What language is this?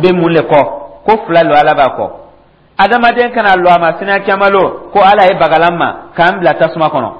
Dyula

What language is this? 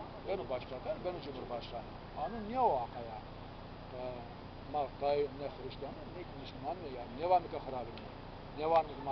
Zaza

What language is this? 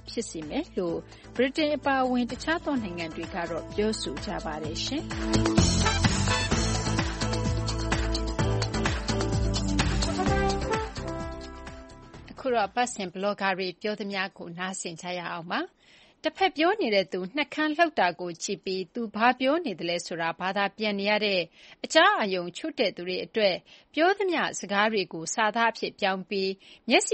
Burmese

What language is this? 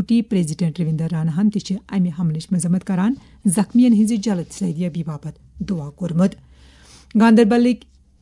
Kashmiri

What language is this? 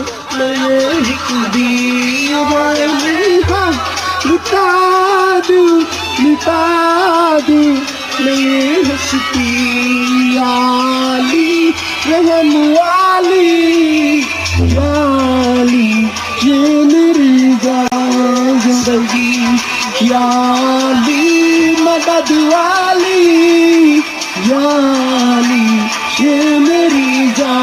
Gangte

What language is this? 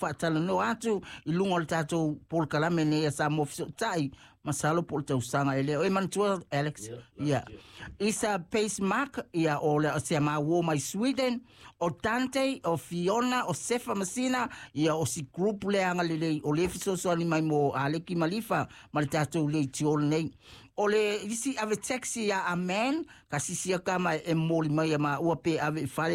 Samoan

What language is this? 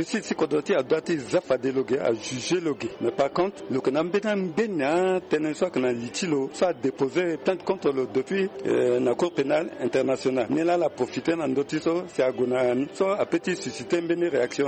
Sango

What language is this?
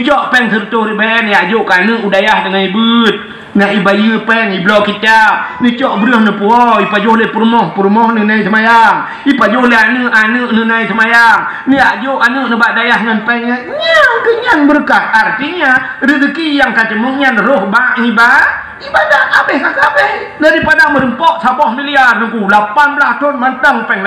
Achinese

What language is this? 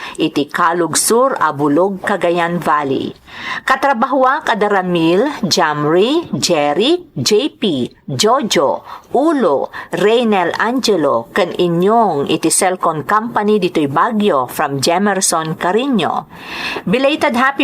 Iloko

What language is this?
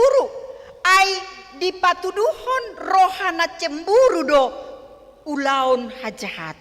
Batak Toba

